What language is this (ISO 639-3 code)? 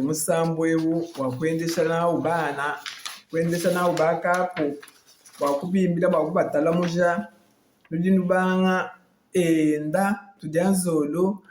lua